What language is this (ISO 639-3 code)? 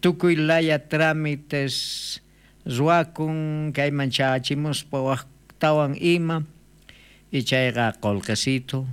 quh